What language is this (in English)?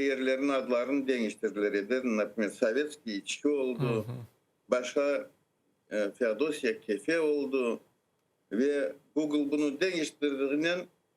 Crimean Tatar